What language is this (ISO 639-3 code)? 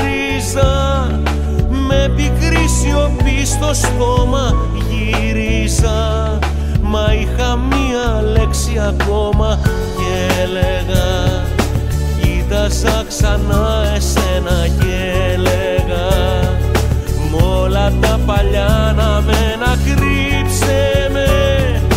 ell